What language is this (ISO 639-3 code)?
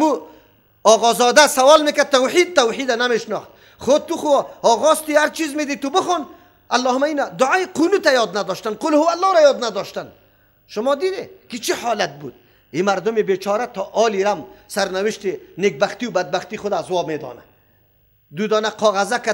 fas